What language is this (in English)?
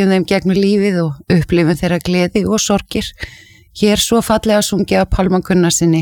Icelandic